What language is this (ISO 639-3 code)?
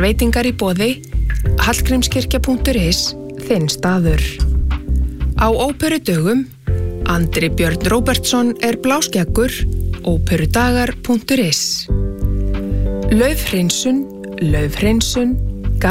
isl